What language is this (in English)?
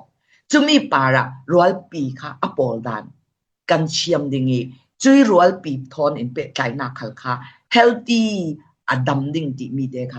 Falam Chin